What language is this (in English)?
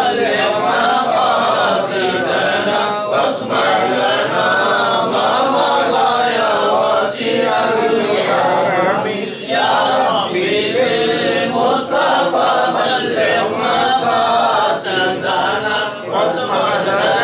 Tamil